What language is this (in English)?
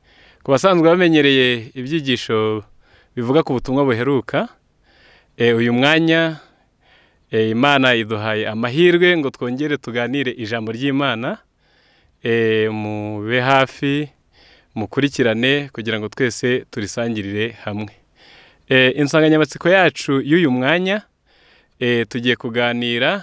Kinyarwanda